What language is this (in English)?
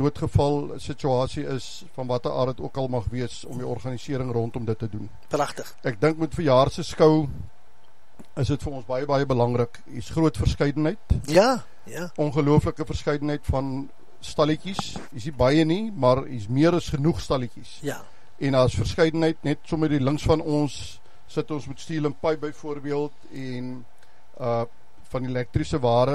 Afrikaans